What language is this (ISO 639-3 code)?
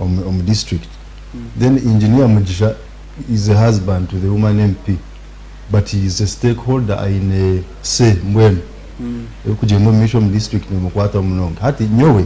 nyn